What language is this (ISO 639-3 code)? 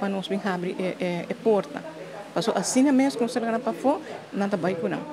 pap